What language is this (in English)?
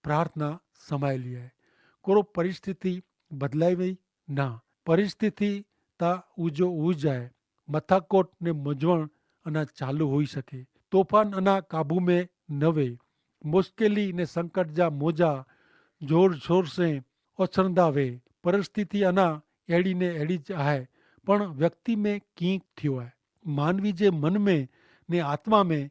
Kachhi